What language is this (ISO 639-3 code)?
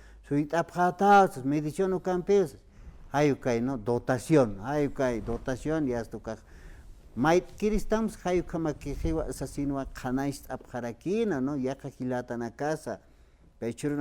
aym